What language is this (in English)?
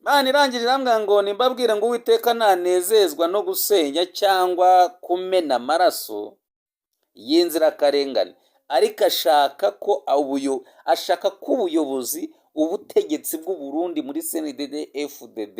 Kinyarwanda